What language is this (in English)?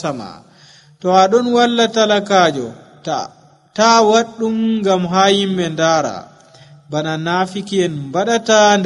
Nigerian Fulfulde